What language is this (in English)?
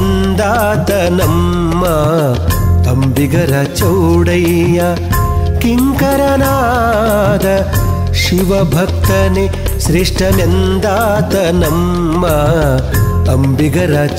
Kannada